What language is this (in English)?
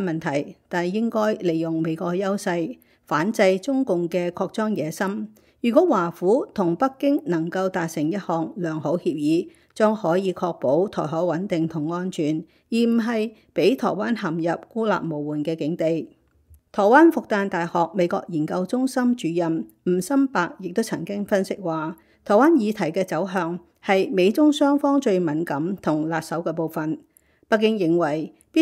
Cantonese